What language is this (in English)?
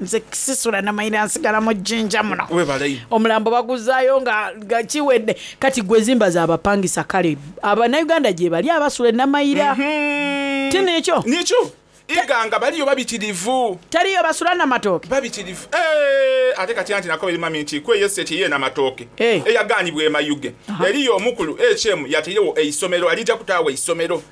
Soga